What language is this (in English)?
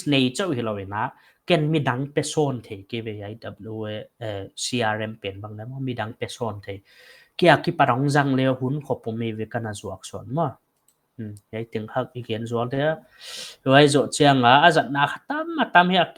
Paite Chin